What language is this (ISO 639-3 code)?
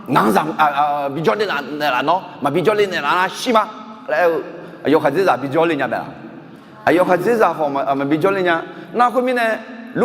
ahk